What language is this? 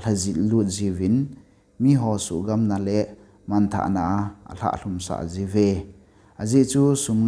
Thado Chin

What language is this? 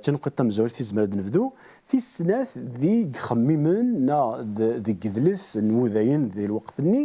Kabyle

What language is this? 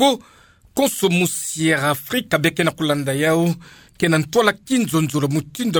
Kituba (Democratic Republic of Congo)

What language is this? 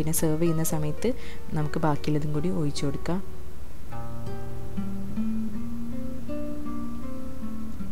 Malayalam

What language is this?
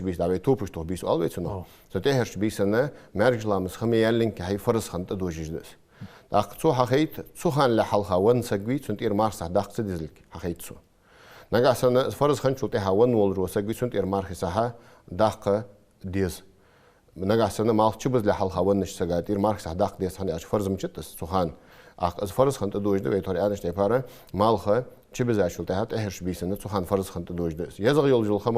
Ingush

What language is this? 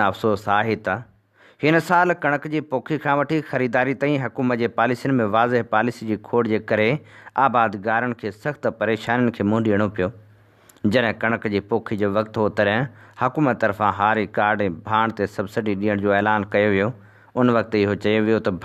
Sindhi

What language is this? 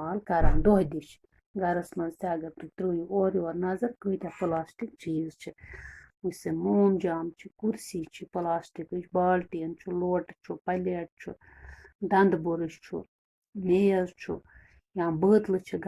Kashmiri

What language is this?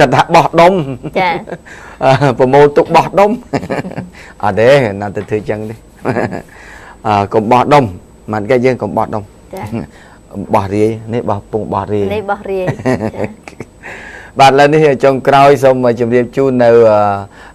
Khmer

